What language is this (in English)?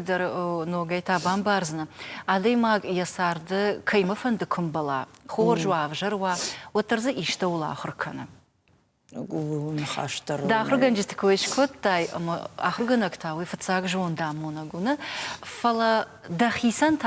Ossetic